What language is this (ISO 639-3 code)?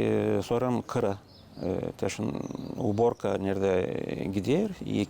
gag